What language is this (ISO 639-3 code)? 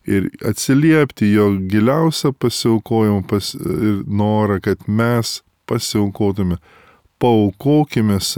lit